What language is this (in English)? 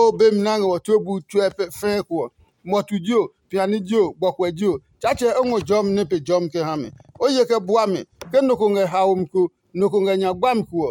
Adangme